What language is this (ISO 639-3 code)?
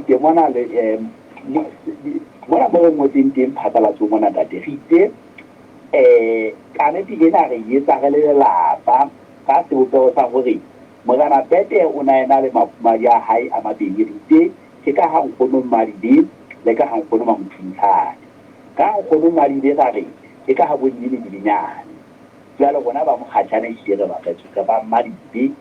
sot